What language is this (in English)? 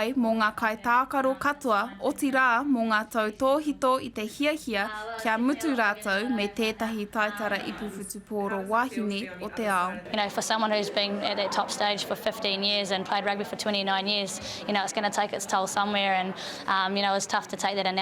Māori